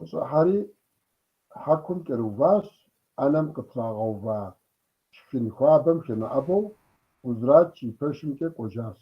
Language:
Kabardian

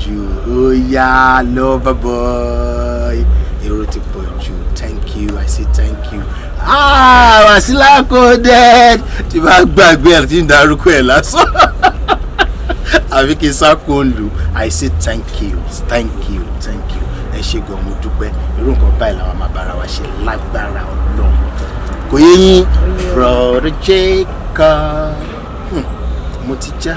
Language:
Yoruba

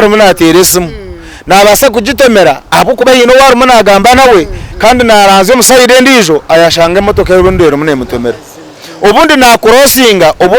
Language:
Nyankole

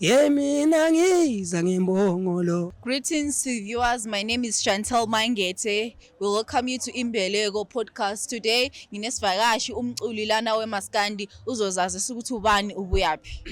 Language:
Zulu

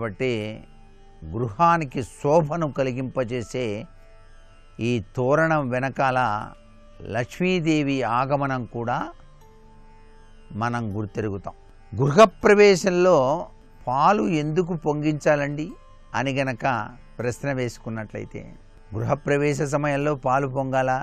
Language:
Telugu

